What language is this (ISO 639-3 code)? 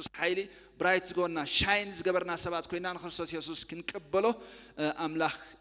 tir